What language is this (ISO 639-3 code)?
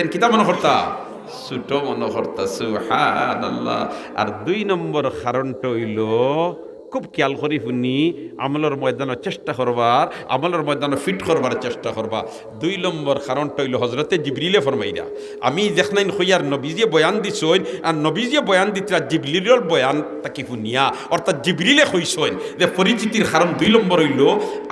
syl